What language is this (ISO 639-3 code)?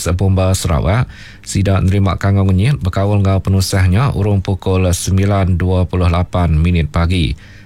iba